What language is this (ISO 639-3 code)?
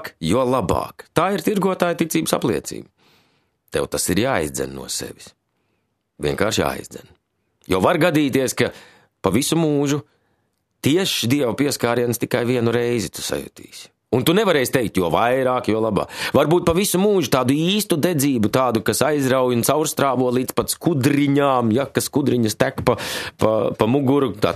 lav